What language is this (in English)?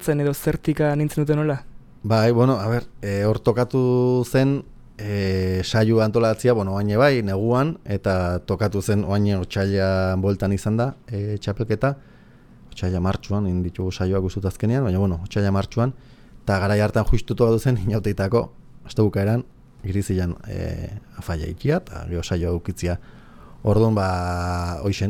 Basque